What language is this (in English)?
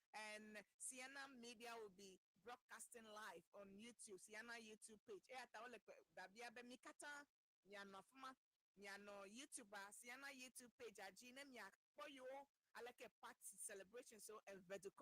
Ewe